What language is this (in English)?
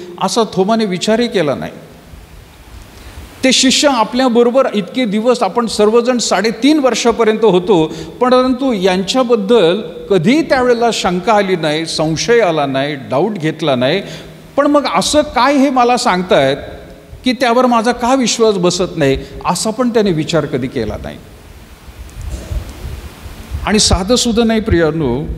Marathi